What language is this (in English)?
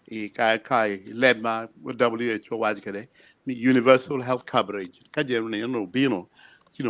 Acoli